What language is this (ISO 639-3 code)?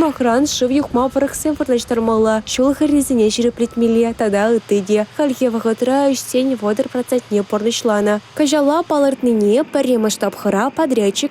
chv